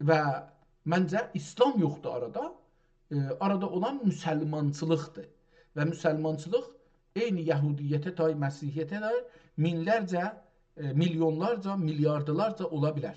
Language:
South Azerbaijani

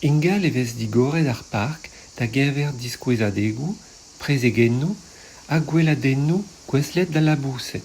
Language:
Breton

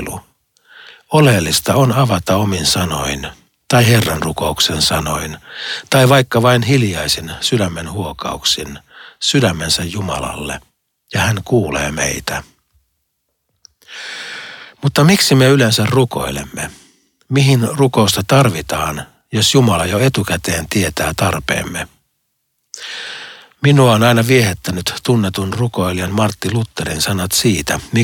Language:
Finnish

